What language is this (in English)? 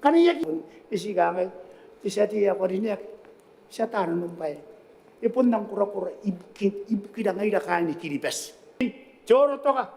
Gilbertese